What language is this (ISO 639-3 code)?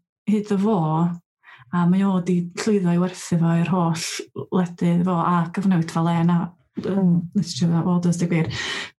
cym